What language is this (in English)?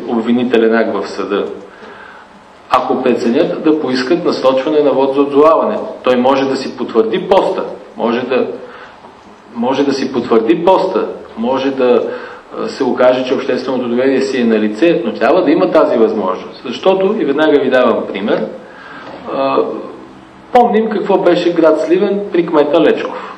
Bulgarian